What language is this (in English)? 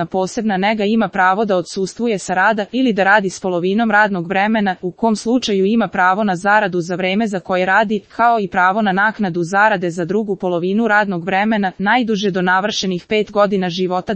Serbian